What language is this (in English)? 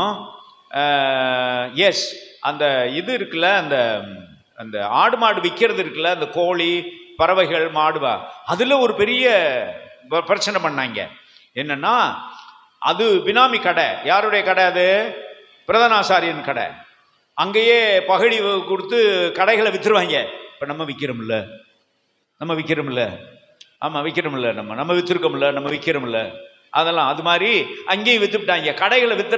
Tamil